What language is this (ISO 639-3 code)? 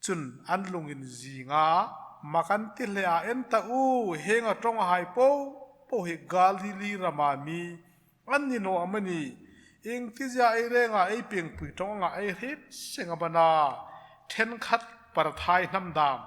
hmr